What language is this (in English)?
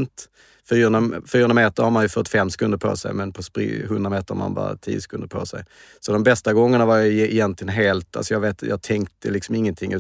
Swedish